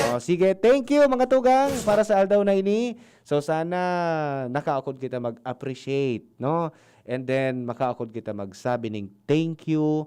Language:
Bikol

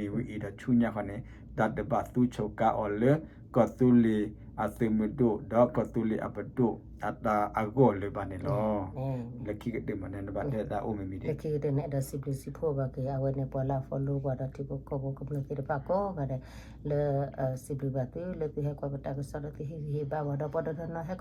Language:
S'gaw Karen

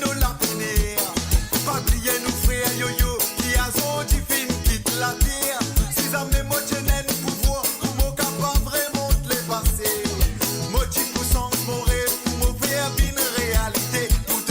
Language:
Morisyen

